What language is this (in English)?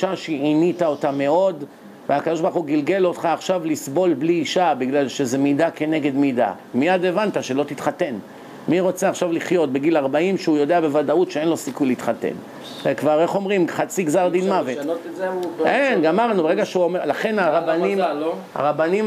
Hebrew